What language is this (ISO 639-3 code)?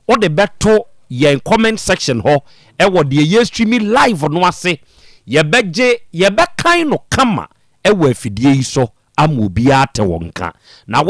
aka